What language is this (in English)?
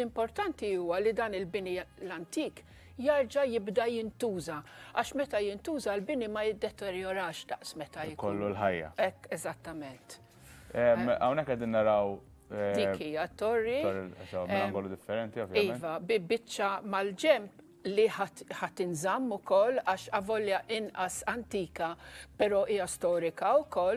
Maltese